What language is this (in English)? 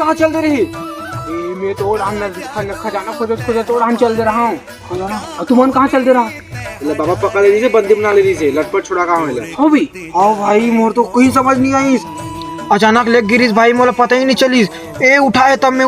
Chhattisgarhi